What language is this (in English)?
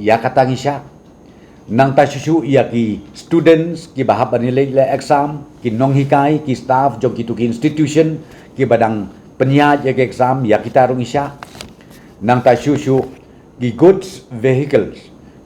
Khasi